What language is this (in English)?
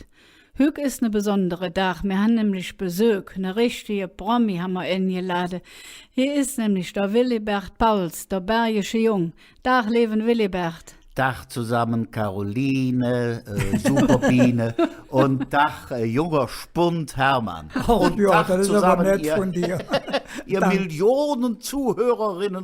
Colognian